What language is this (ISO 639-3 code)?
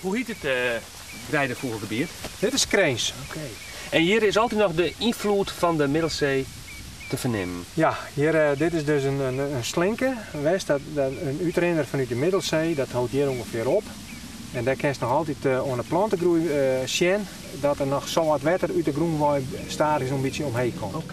fry